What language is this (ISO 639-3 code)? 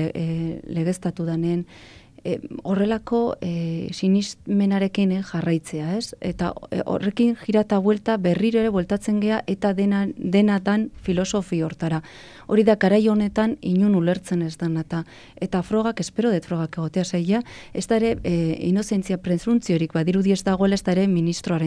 eus